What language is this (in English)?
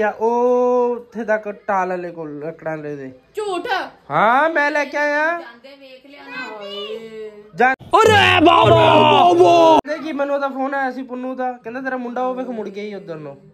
Punjabi